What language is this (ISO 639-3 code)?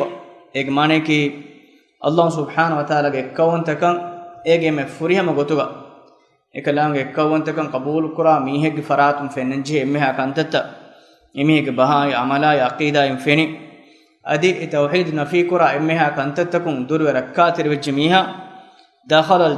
div